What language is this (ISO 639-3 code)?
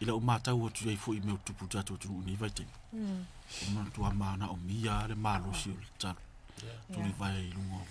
smo